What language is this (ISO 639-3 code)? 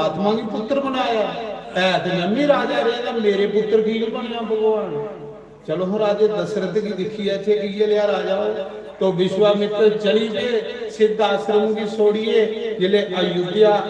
doi